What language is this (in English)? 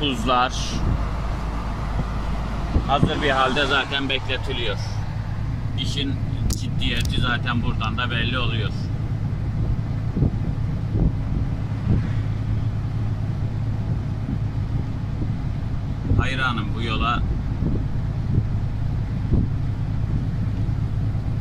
Turkish